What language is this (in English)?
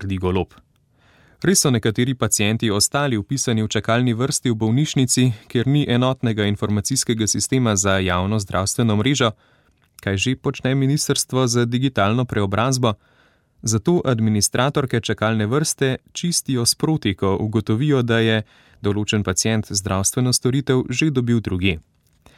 Slovenian